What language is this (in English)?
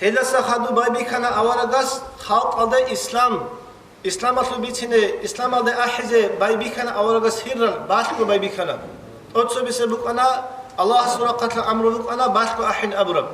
Avaric